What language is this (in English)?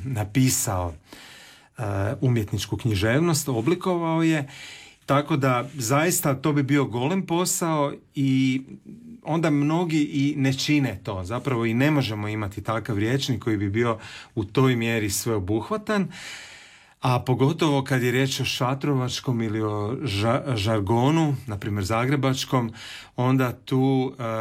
Croatian